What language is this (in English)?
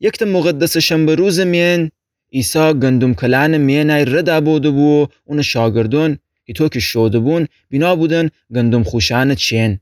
Gilaki